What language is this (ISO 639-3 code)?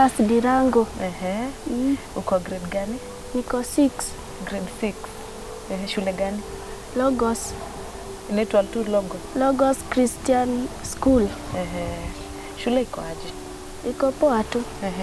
kik